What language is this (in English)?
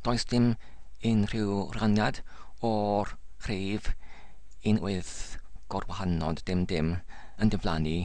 Welsh